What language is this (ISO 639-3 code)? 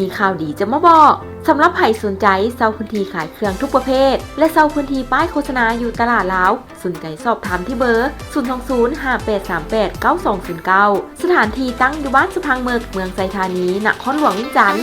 lao